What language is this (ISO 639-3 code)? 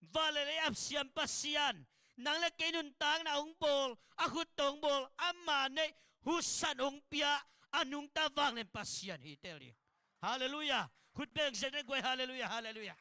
ctd